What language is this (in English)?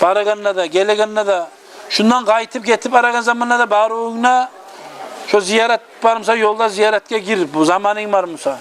Kumyk